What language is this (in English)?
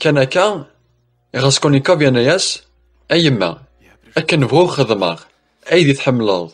Kabyle